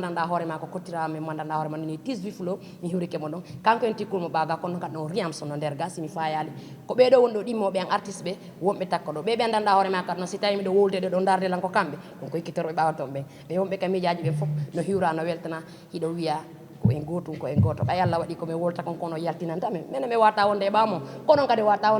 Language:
Fula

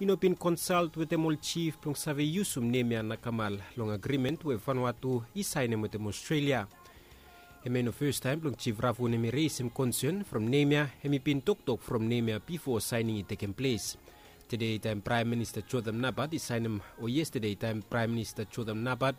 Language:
Bislama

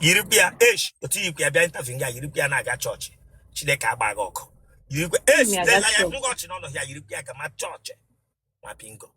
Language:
Igbo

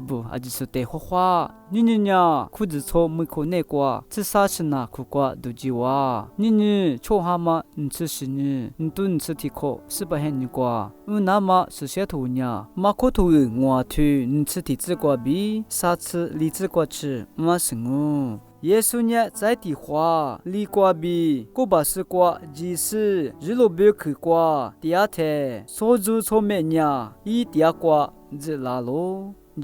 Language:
Lisu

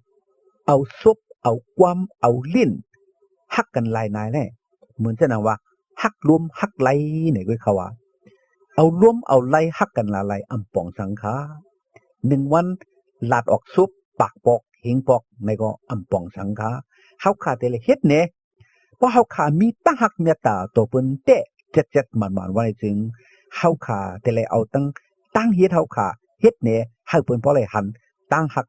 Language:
Shan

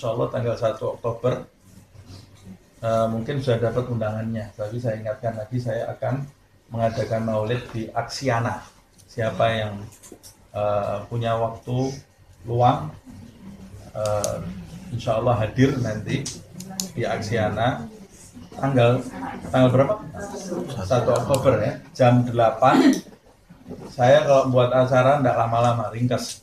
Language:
Indonesian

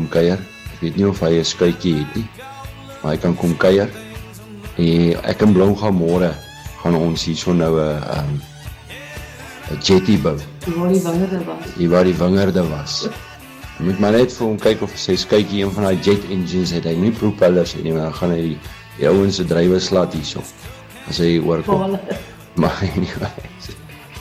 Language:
Afrikaans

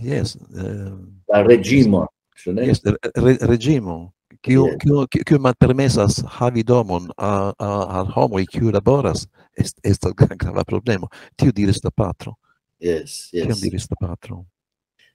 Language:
Esperanto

